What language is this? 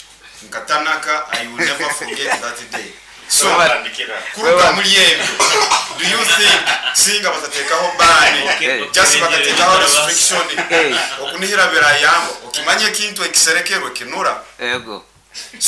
Nyoro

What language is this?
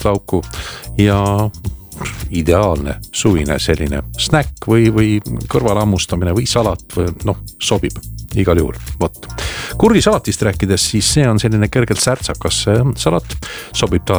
Estonian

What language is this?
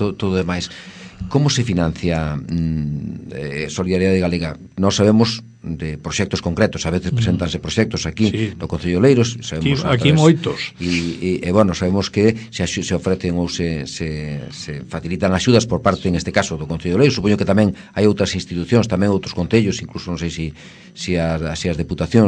Galician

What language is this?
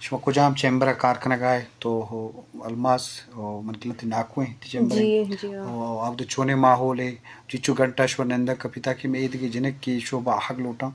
Eastern Balochi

